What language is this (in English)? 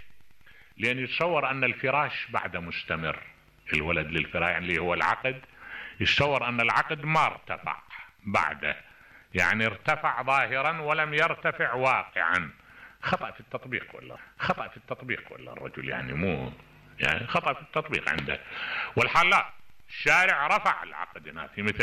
Mesopotamian Arabic